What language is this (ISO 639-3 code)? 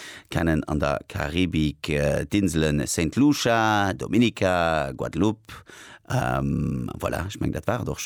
ltz